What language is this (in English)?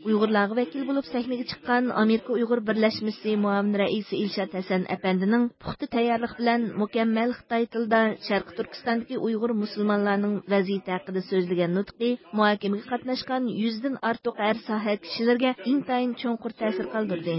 Uyghur